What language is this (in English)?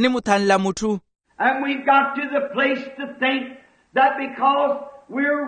Makhuwa